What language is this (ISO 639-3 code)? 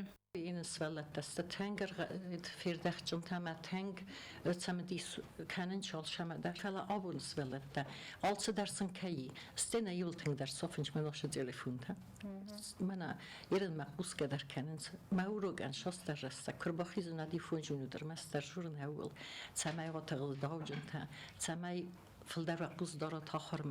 oss